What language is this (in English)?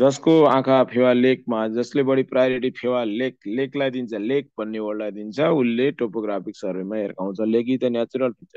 Nepali